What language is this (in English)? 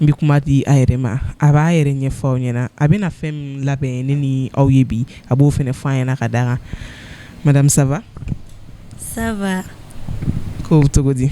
Bambara